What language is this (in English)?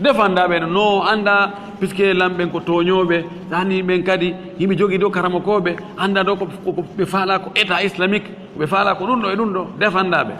Fula